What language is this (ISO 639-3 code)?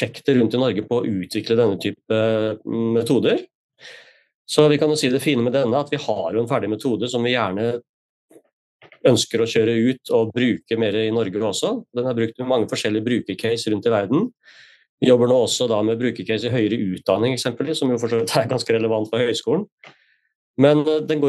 nor